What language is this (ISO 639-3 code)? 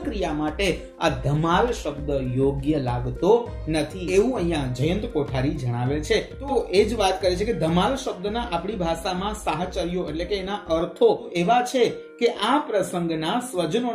guj